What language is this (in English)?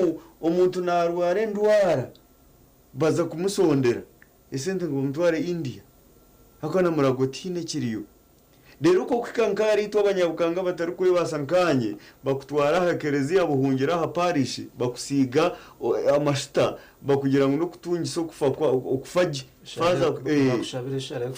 Nyankole